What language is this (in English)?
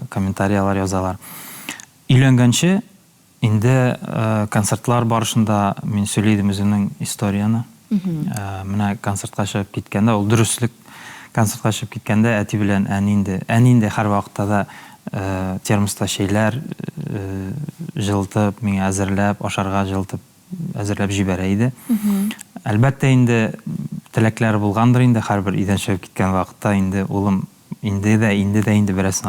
Tatar